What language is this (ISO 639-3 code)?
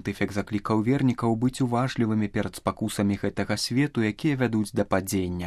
bel